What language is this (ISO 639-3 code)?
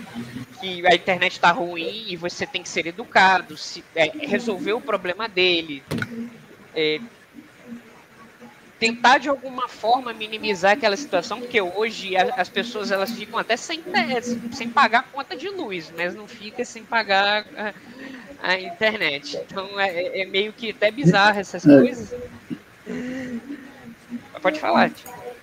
por